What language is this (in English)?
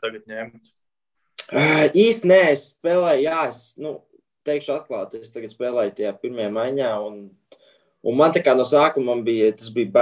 Latvian